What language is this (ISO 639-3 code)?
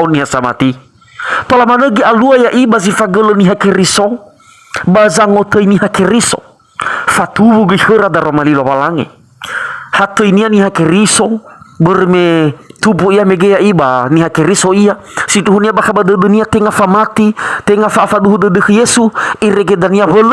nia